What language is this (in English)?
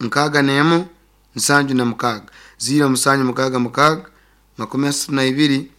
Nyankole